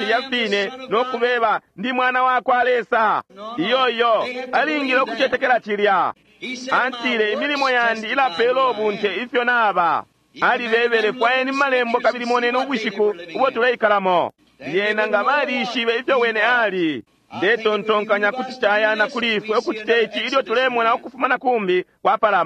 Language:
Bemba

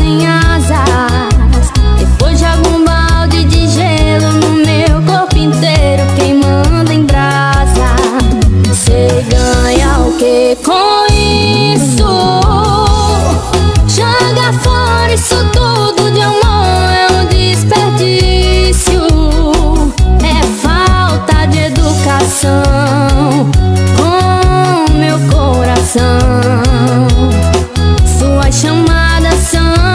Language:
Portuguese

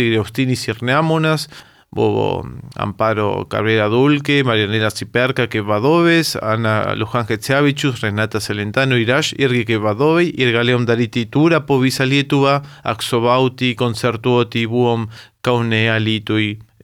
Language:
Lithuanian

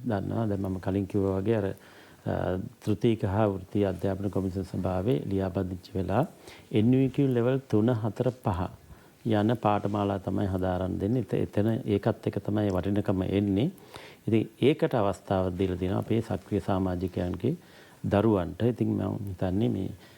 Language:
Sinhala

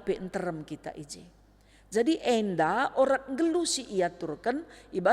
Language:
Batak Karo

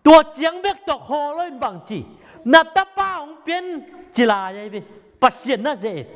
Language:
Tedim Chin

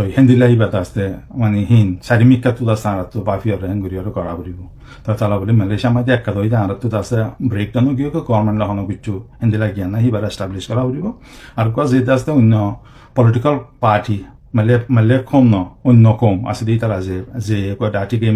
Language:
Rohingya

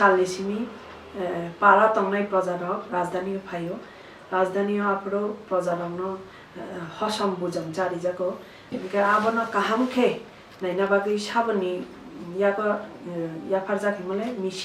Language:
Kok Borok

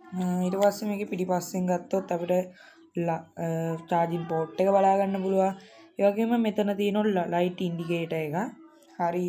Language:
Sinhala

